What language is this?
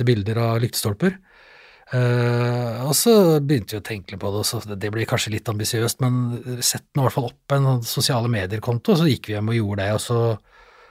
Norwegian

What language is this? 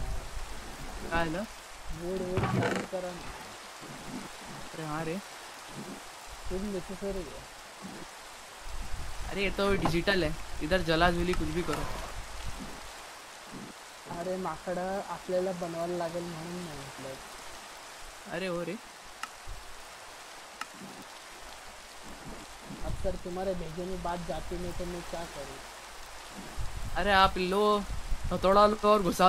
Marathi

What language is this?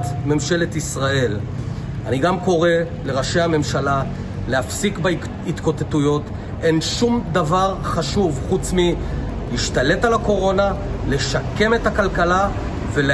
Hebrew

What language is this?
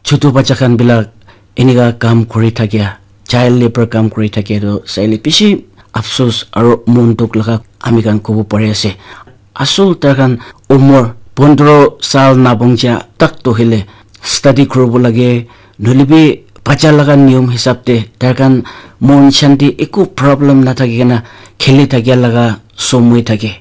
Naga Pidgin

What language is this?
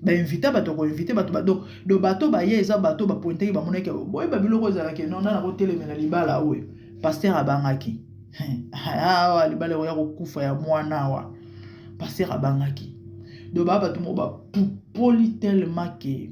Lingala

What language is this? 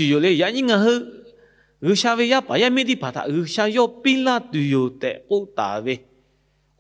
Lahu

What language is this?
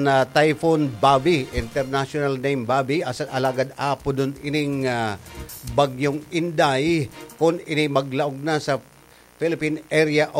Bikol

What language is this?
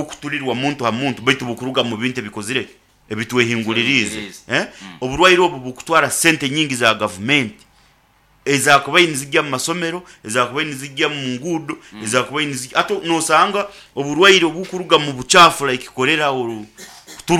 Nyoro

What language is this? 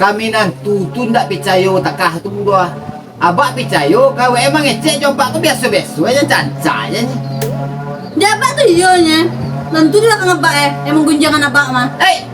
Minangkabau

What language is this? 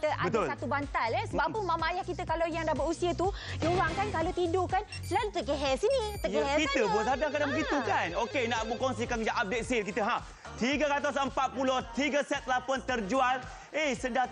Malay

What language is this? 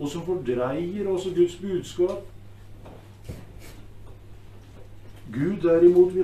Norwegian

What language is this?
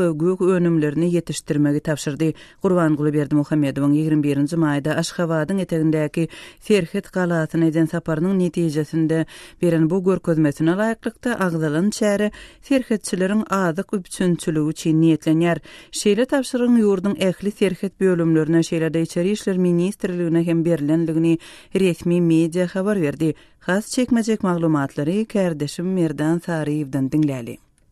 Turkmen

